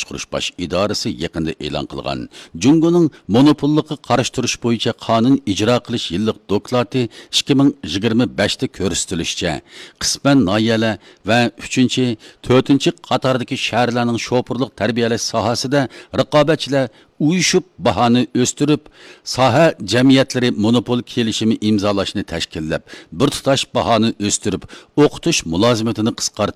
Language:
Uyghur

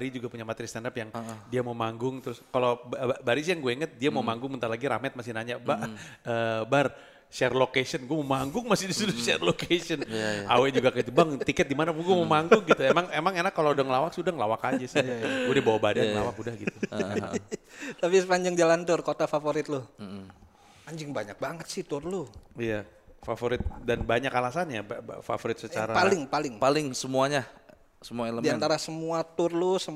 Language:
Indonesian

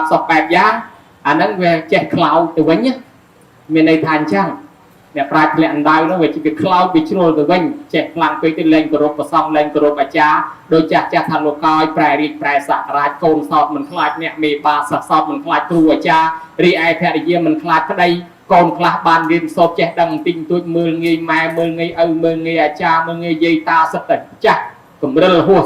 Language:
Khmer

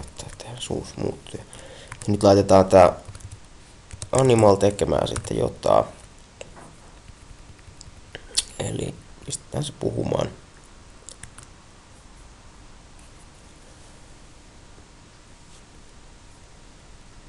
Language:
Finnish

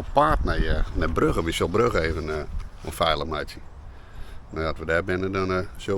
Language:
Western Frisian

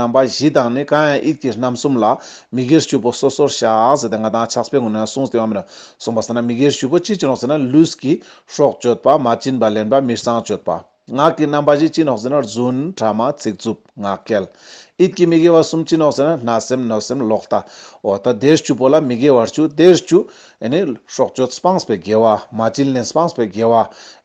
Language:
Ladakhi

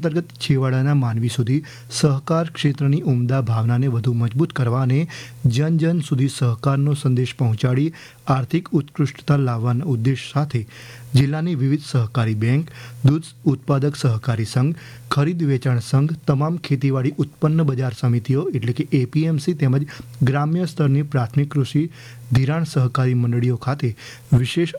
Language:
Gujarati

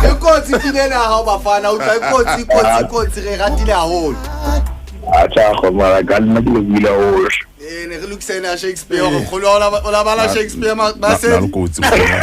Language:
Southern Sotho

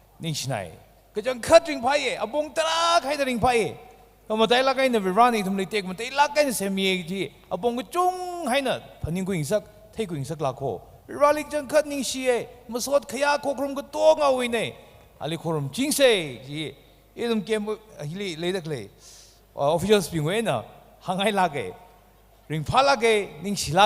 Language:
Tangkhul Naga (India)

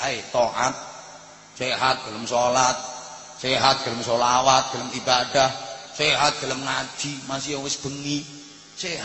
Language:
Javanese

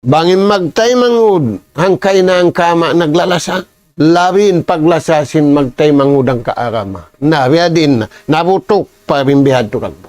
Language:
Tausug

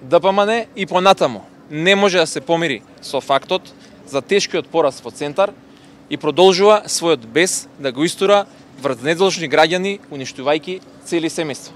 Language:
Macedonian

